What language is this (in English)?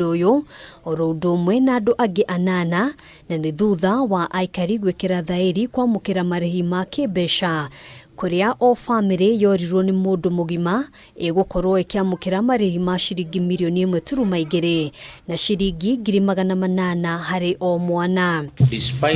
Kikuyu